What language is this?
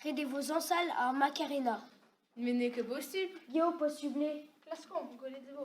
Breton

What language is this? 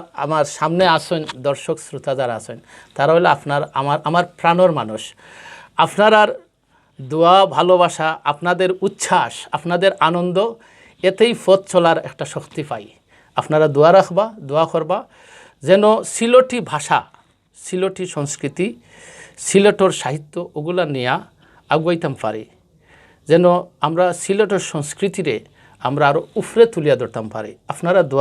Sylheti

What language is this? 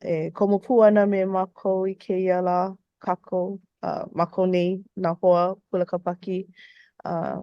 Hawaiian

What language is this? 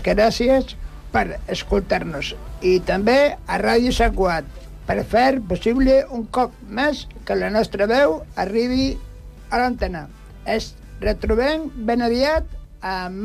Catalan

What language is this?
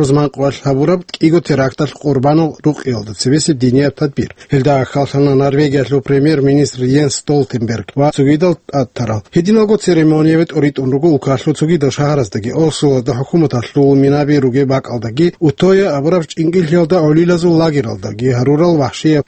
Avaric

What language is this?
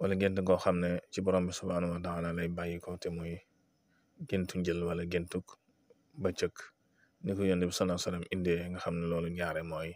Wolof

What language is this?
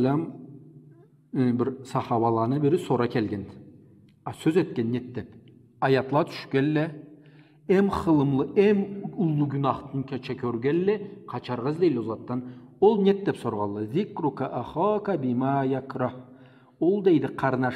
Karachay-Balkar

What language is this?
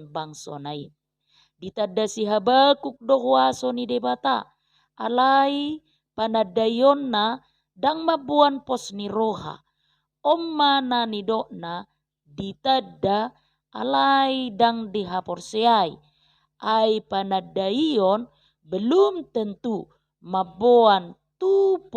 Batak Toba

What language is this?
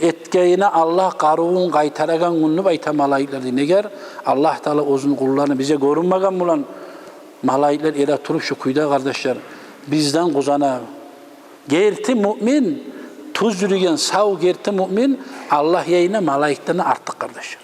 Kumyk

